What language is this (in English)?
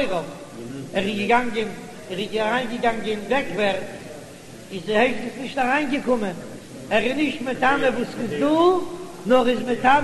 Yiddish